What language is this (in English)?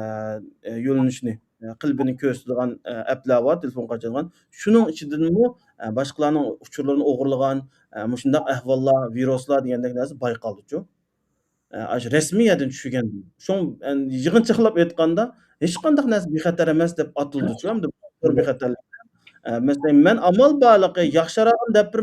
Uyghur